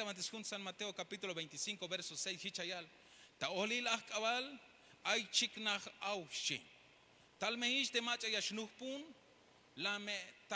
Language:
Tzeltal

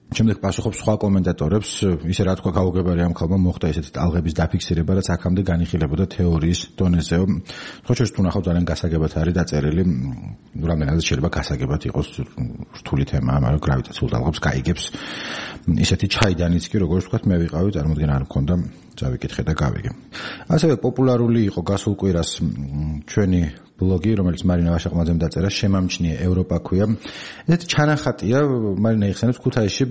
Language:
Georgian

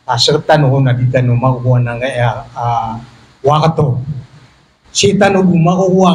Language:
Maranao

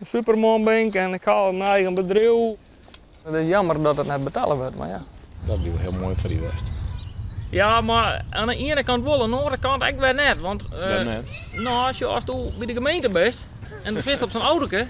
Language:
Western Frisian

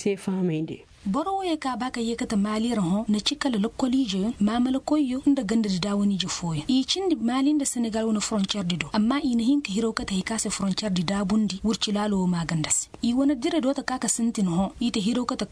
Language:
Koyraboro Senni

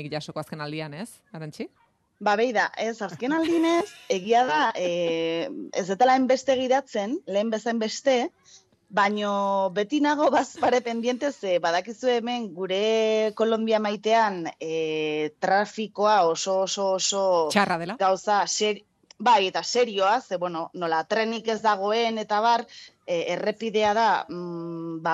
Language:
Basque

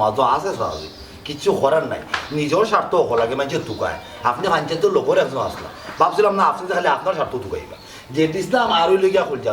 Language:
Sylheti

